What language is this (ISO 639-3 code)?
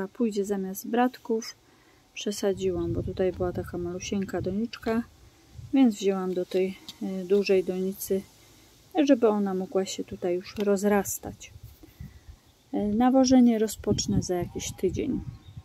pol